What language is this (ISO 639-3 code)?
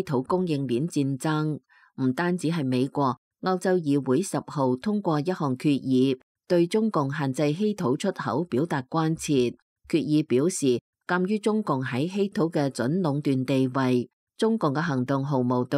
yue